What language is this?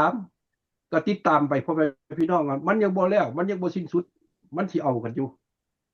Lao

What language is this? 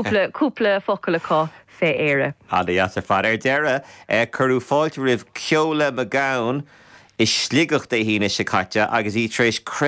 Irish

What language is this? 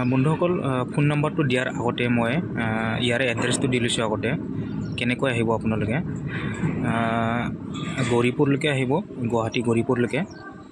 Assamese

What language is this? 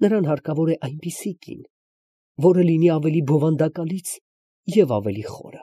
Armenian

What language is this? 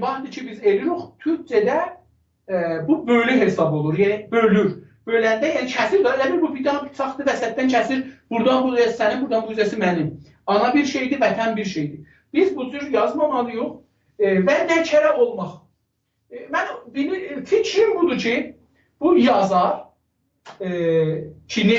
South Azerbaijani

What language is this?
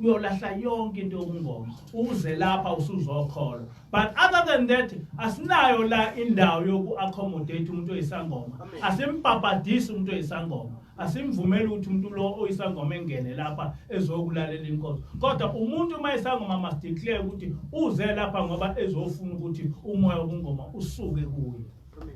Zulu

